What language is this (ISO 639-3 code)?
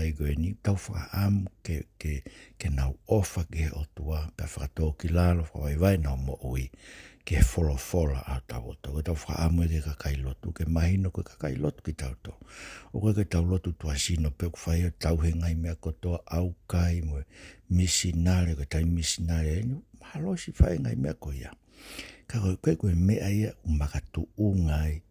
ton